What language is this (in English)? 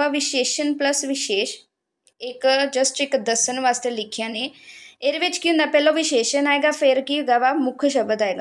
Punjabi